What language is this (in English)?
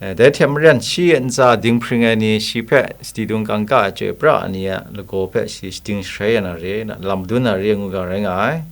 Kachin